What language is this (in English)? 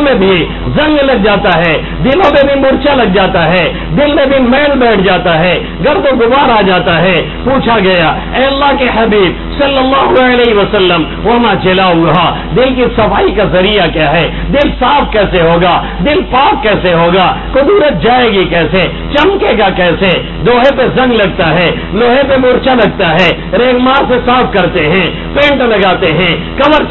Urdu